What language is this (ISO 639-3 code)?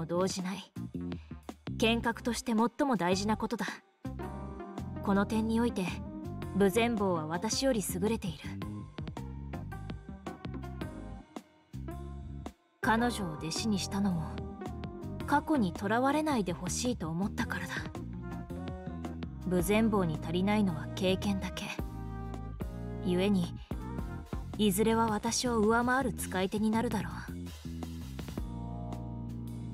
jpn